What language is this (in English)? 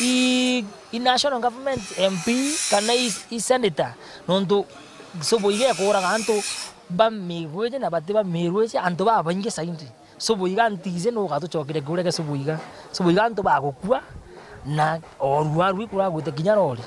Meru